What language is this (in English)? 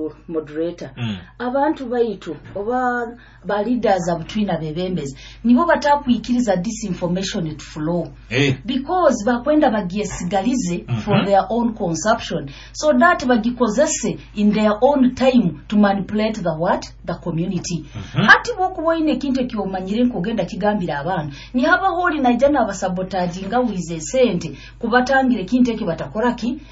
Nyoro